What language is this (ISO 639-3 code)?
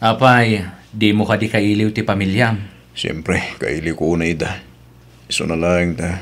ilo